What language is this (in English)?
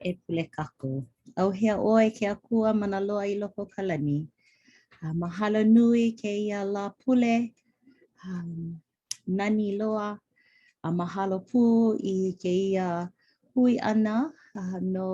Hawaiian